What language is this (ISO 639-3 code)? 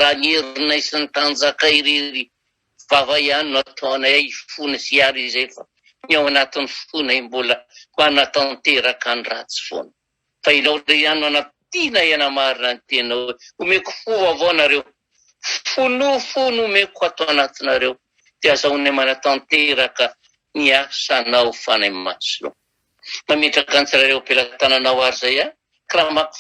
mlg